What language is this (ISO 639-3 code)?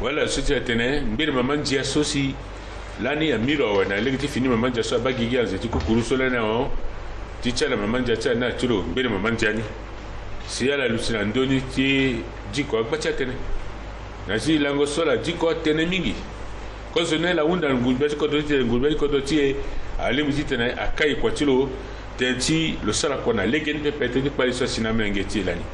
sag